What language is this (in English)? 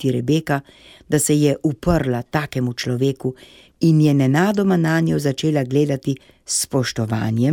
Slovenian